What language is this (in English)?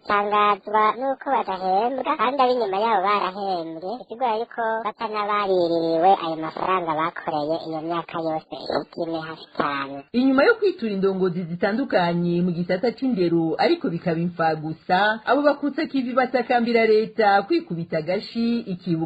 Rundi